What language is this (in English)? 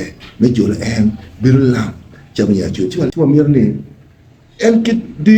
Acoli